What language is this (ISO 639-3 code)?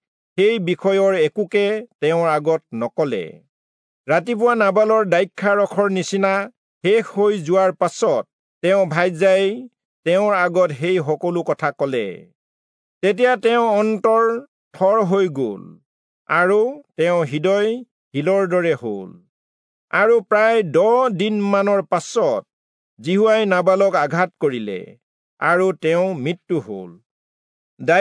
asm